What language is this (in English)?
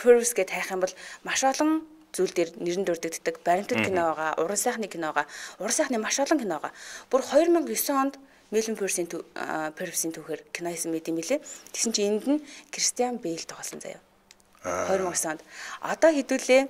Mongolian